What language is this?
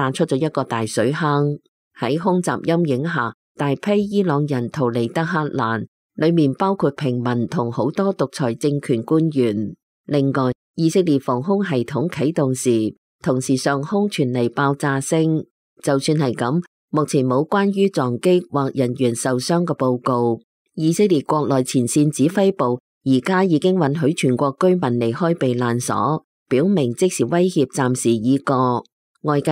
Cantonese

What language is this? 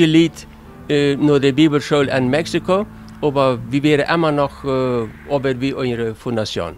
Plautdietsch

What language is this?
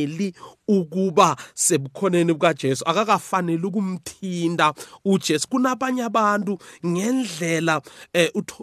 South Ndebele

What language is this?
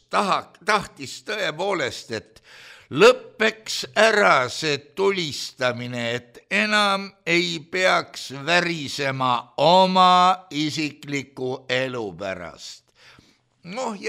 Estonian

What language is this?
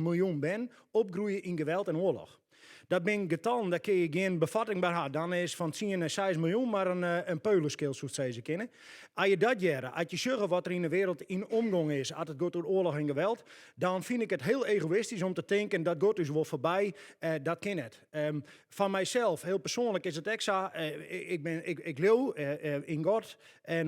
Western Frisian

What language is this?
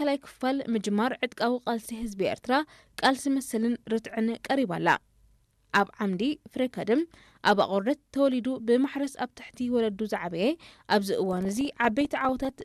Tigrinya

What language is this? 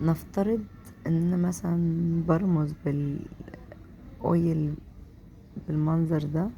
Egyptian Arabic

